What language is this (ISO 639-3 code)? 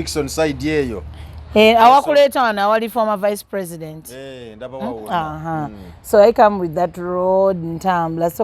lug